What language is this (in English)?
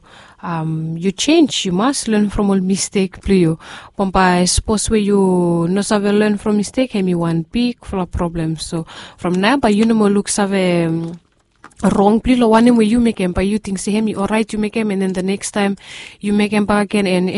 Bislama